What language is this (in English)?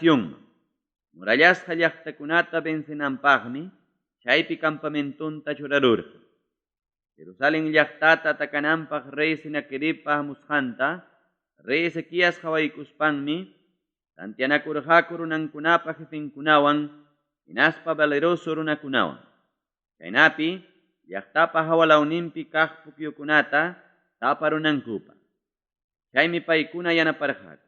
Ayacucho Quechua